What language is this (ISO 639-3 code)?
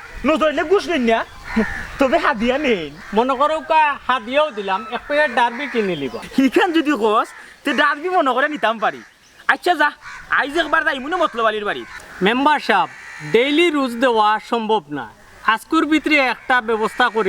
syl